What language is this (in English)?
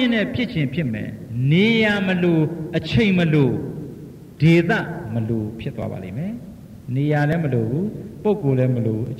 Burmese